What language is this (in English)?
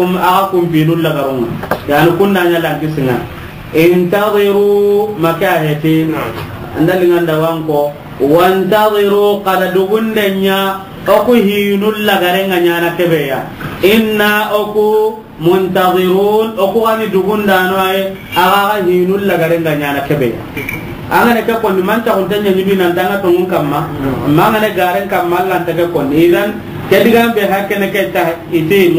Soninke